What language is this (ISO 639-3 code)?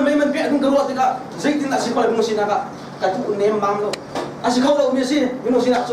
cnh